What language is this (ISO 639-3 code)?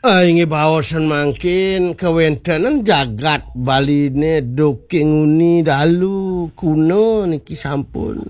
ban